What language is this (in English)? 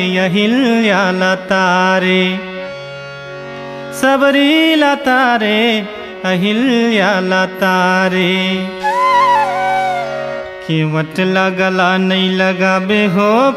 Chhattisgarhi